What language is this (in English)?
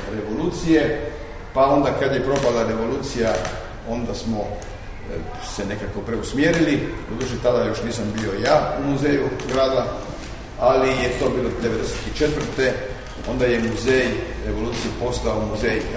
Croatian